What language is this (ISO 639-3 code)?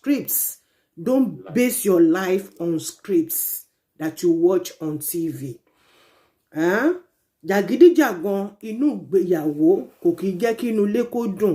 yor